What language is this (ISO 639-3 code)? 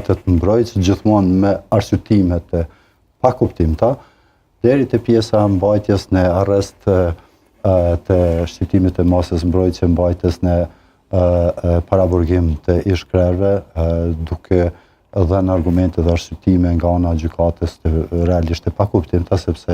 sqi